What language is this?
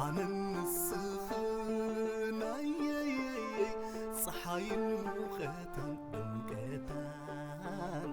Tigrinya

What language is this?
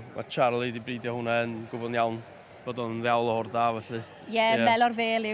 Welsh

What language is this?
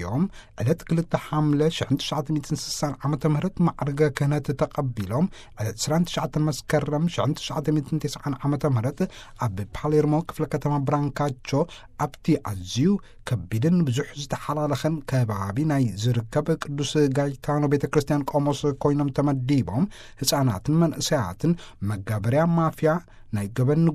Tigrinya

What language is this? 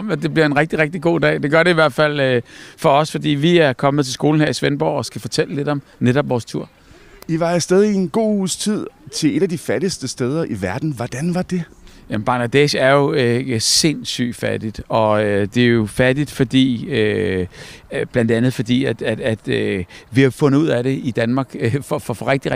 Danish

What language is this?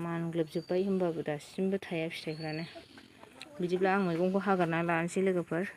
Bodo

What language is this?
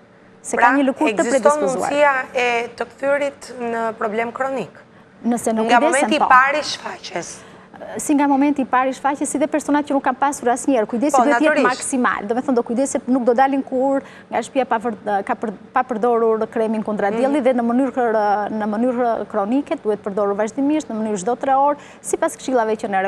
Albanian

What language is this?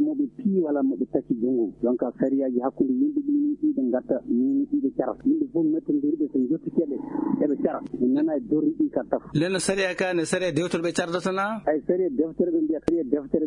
Maasina Fulfulde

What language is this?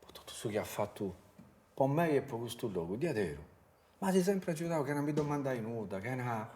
Sardinian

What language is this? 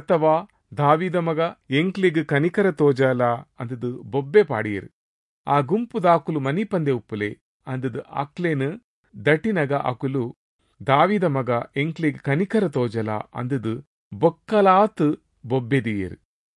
Tulu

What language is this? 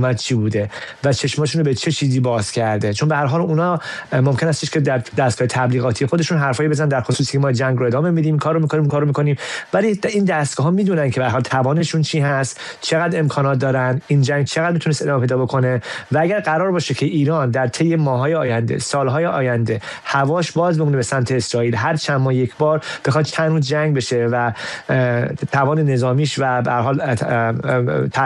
Persian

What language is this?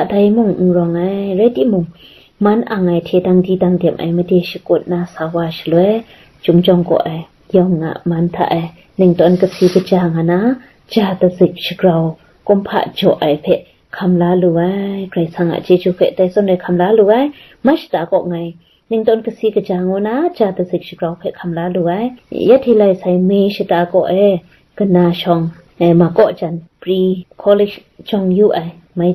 Kachin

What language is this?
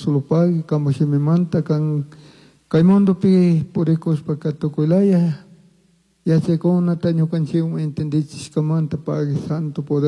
Chimborazo Highland Quichua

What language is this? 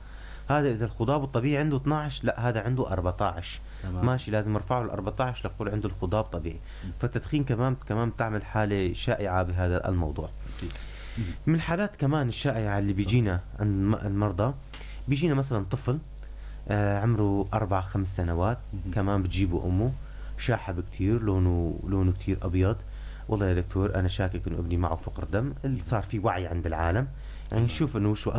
North Levantine Arabic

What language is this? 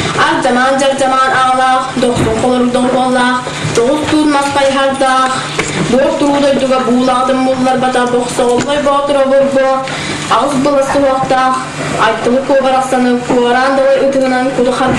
Yakut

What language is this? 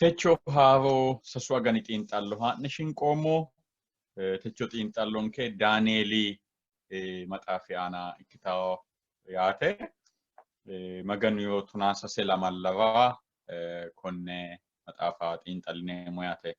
Sidamo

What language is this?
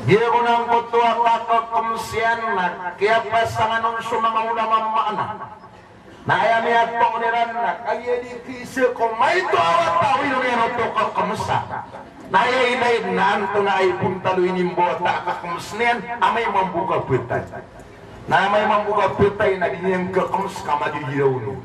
Maranao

